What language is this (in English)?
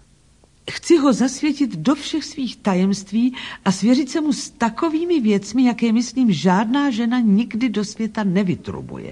Czech